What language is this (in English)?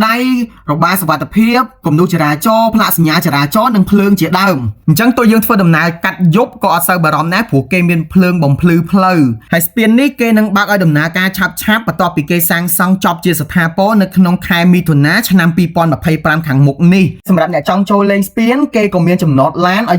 Khmer